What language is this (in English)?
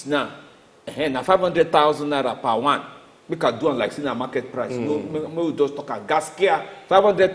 Nigerian Pidgin